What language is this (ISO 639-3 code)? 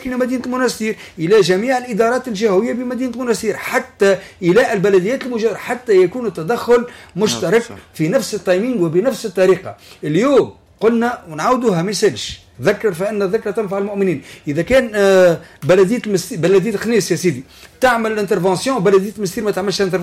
aeb